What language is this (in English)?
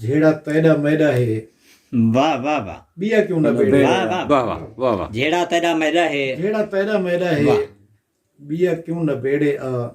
Saraiki